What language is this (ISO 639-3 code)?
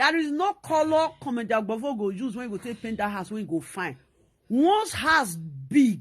pcm